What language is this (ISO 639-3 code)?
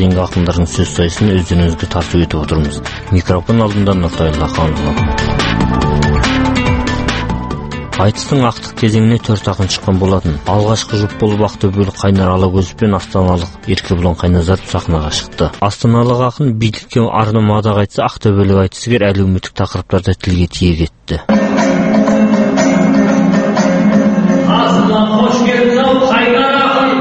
kaz